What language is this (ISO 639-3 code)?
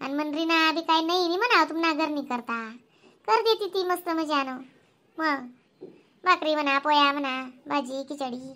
khn